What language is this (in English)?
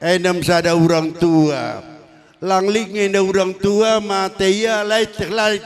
Batak Karo